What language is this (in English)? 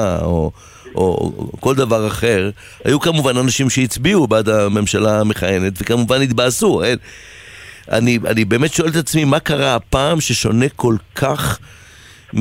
Hebrew